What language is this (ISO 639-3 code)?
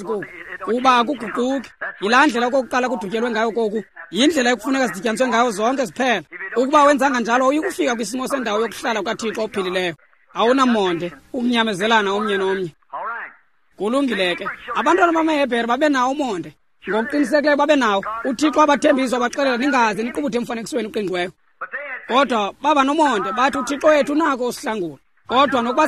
xho